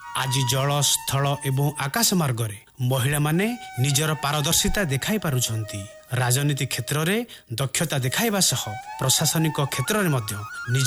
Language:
Odia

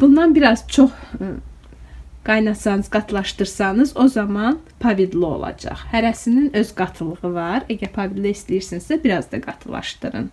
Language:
Azerbaijani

